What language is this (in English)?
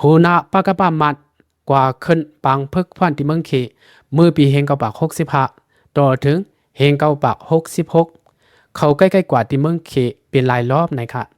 Lao